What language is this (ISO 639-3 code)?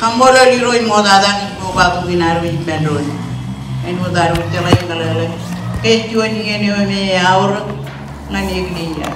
mah